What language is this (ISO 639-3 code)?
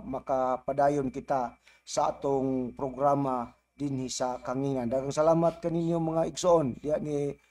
ceb